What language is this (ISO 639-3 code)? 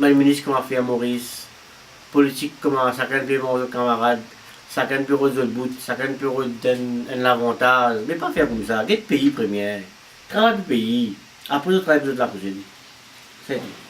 mfe